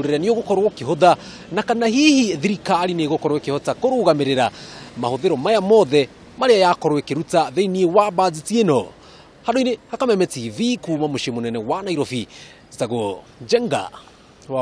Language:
Kikuyu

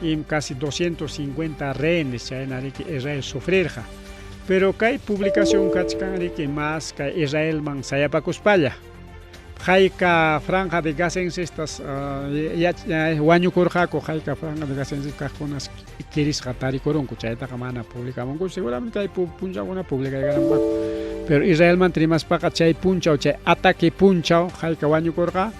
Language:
Ayacucho Quechua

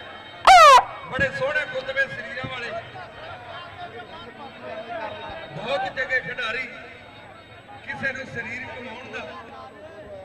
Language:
Punjabi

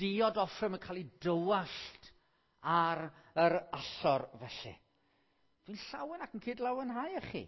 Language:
Welsh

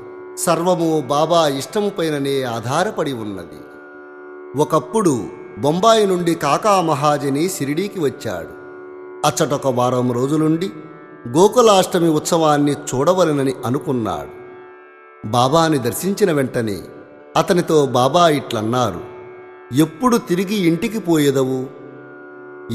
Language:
Telugu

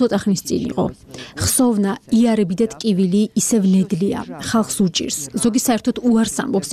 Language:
Georgian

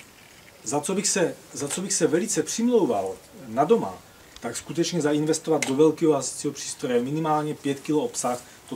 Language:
Czech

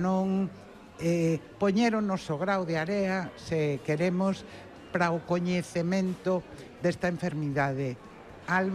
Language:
Galician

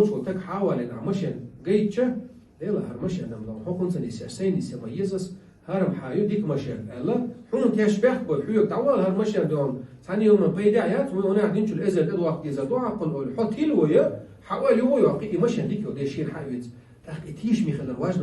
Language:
Chechen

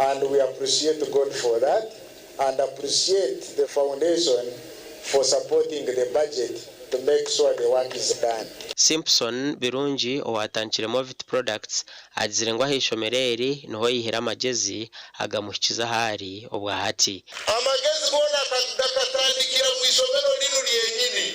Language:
Nyankole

